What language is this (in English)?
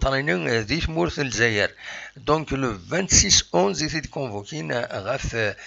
Kabyle